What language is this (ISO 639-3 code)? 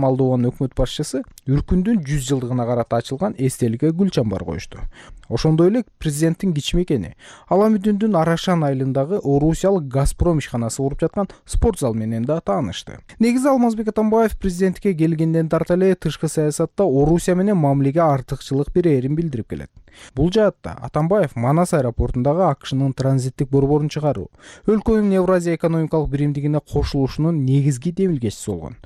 kir